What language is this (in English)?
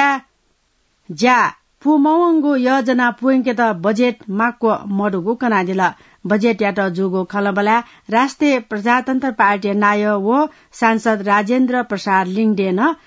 Newari